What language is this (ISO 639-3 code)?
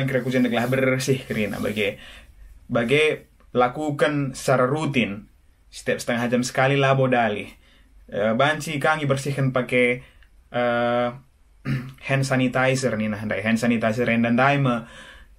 btx